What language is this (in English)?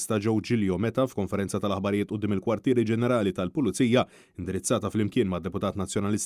Maltese